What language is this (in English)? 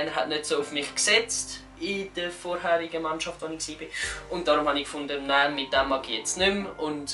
Swiss German